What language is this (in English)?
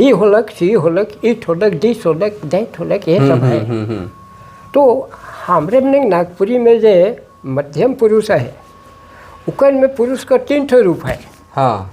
Sadri